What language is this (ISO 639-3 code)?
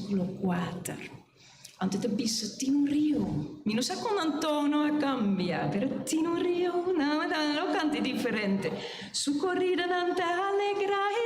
pap